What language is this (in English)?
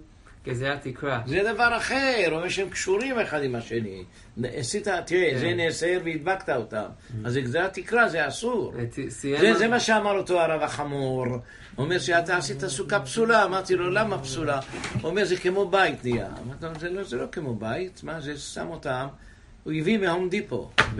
Hebrew